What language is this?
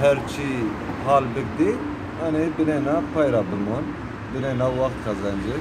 Zaza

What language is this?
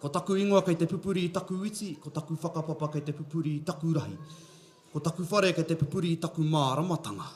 Māori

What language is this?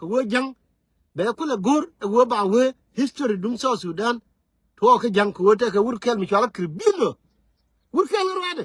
Nuer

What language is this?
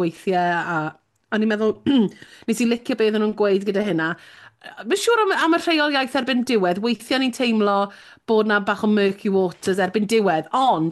Welsh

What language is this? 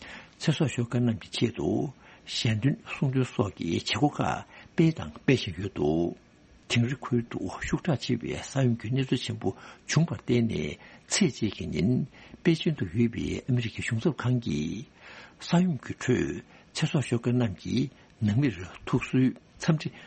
Tibetan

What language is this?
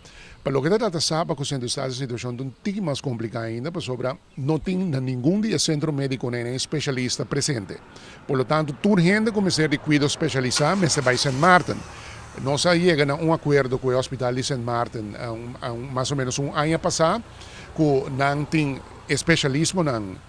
Papiamento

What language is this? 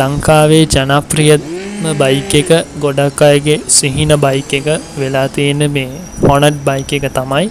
Sinhala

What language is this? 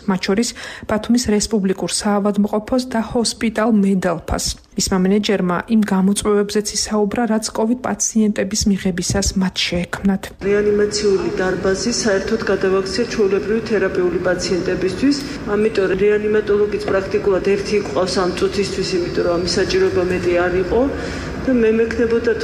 Georgian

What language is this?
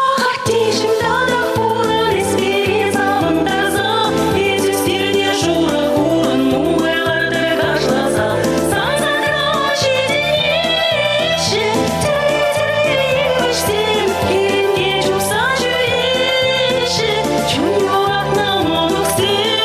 Chuvash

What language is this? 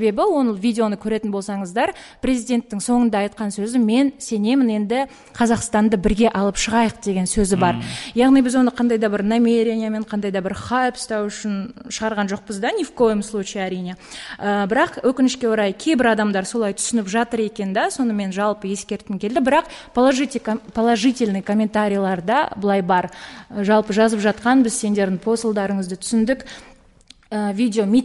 Kazakh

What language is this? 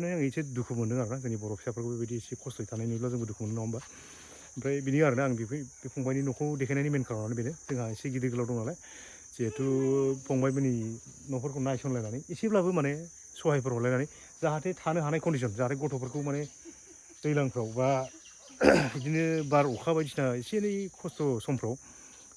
Bodo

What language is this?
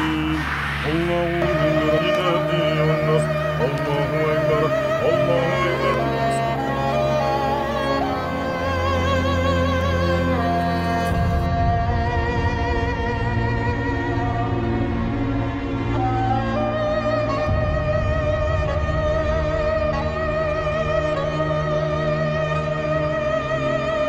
Kazakh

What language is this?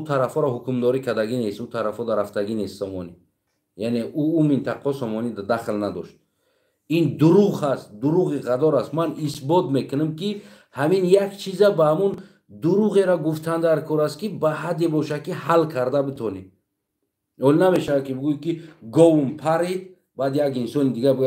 Tajik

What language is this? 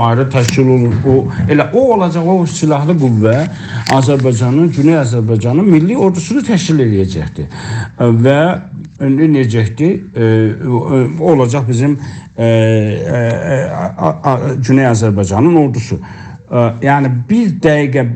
South Azerbaijani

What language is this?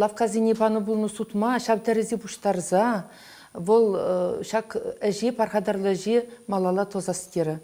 Chuvash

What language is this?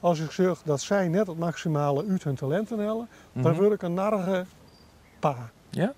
Western Frisian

